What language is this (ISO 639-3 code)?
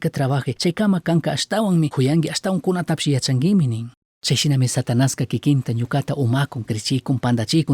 qug